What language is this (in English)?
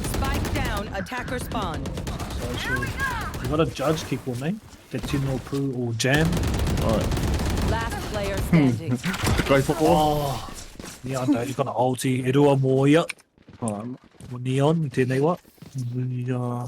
Māori